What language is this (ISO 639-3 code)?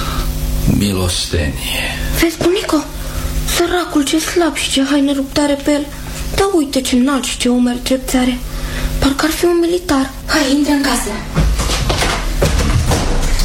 ron